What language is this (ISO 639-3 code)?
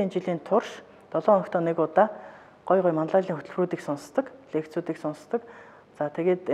mon